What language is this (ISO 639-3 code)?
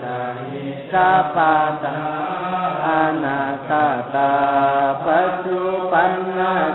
pli